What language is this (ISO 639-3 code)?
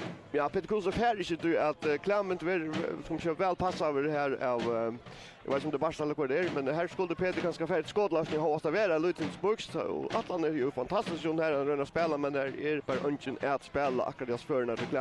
fao